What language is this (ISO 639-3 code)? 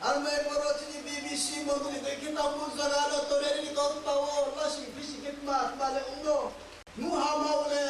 ria